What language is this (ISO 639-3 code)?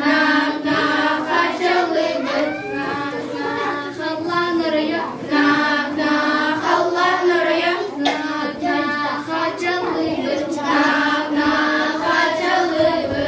sah